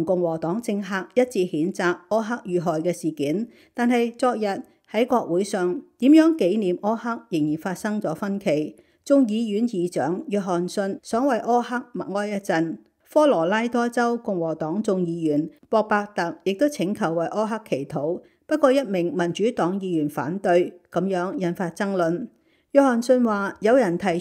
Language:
Cantonese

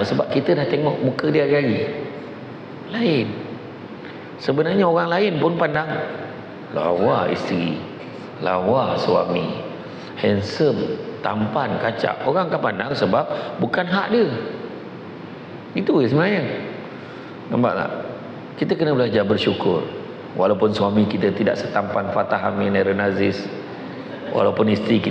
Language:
Malay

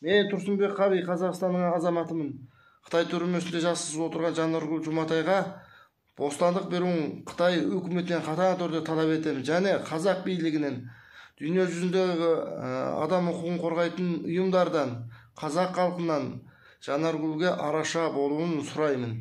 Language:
Kyrgyz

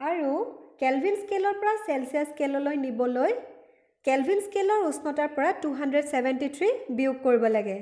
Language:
Assamese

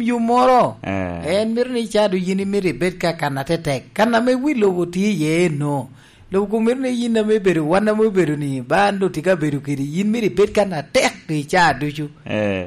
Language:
Lango (Uganda)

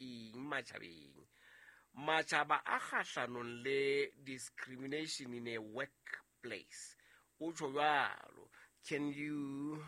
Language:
Southern Sotho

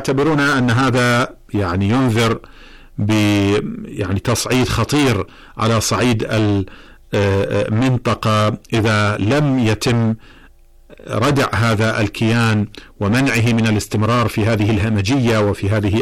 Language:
Arabic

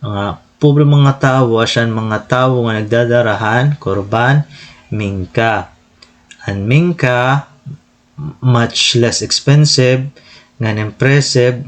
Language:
Waray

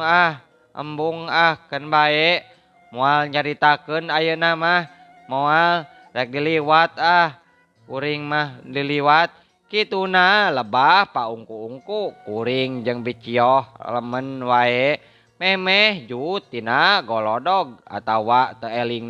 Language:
Sundanese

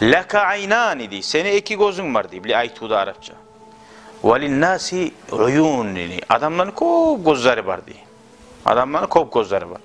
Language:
Kumyk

